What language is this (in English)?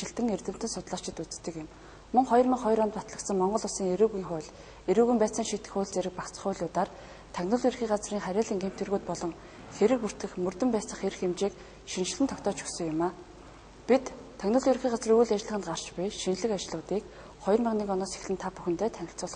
Mongolian